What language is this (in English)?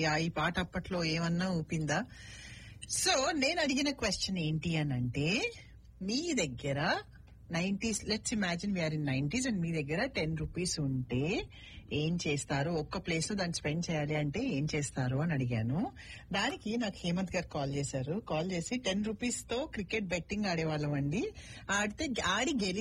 Telugu